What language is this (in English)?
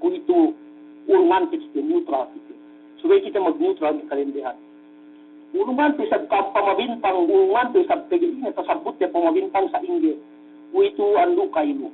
Yakan